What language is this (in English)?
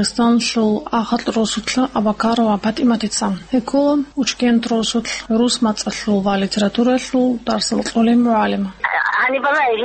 Avaric